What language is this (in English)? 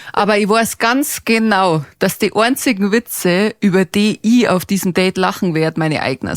Bavarian